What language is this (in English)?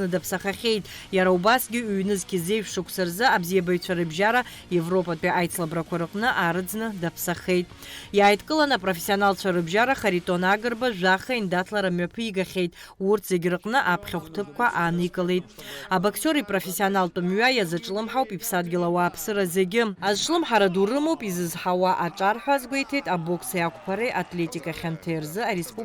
Abkhazian